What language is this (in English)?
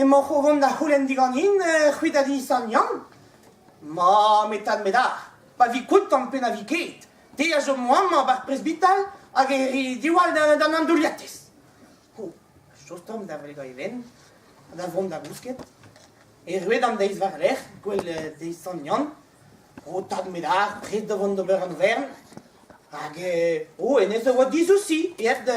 Breton